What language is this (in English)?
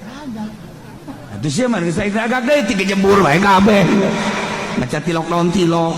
Sundanese